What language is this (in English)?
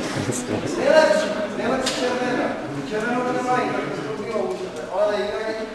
Czech